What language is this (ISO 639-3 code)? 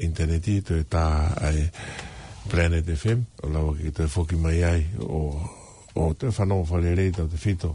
ton